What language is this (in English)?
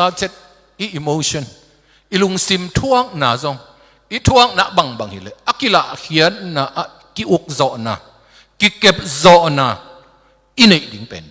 Tedim Chin